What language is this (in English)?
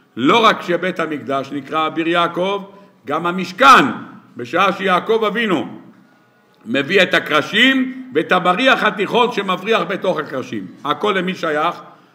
Hebrew